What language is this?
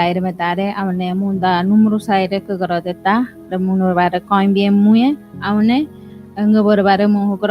Ngäbere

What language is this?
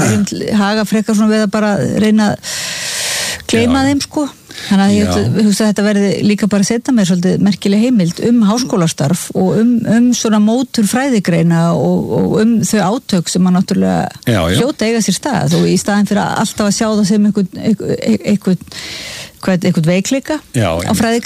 Icelandic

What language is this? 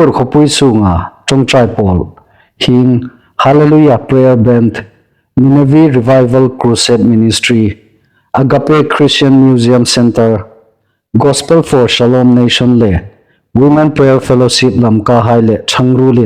Hmar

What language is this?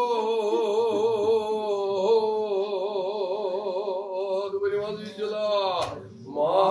Kashmiri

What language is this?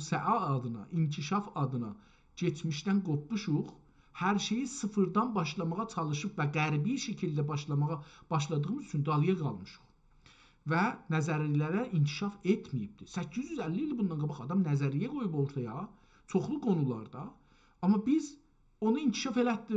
South Azerbaijani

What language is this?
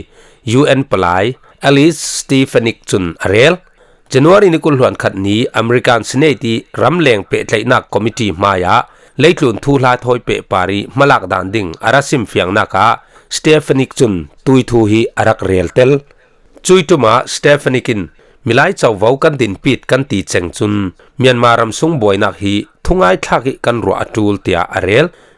Falam Chin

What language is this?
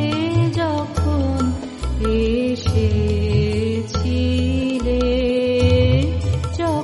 Bangla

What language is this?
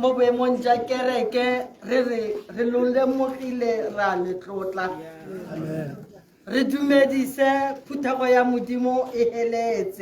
Tswana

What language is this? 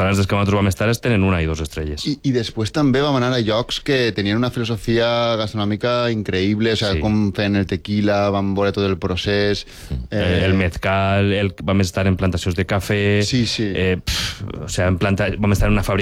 Catalan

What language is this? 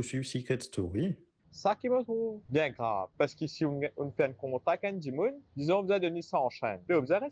Morisyen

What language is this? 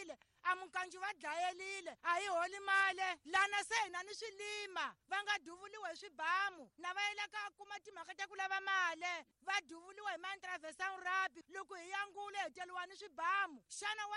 Tsonga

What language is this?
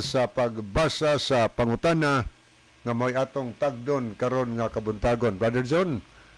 Cebuano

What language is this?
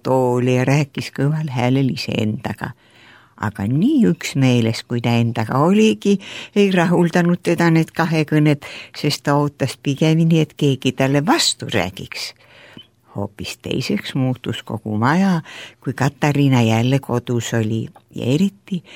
Estonian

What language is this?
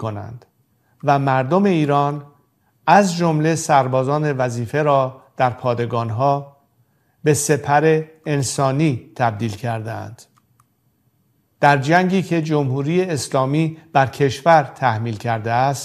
Persian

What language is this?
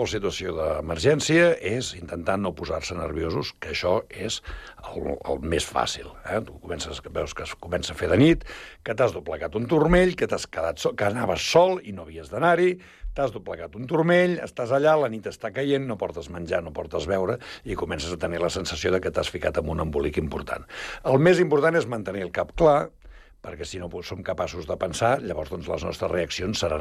Catalan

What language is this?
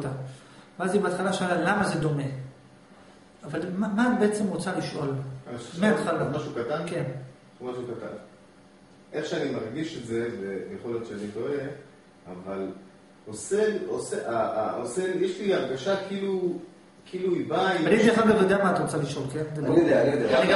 Hebrew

